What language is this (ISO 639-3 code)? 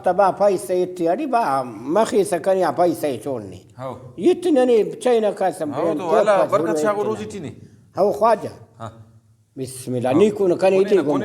brh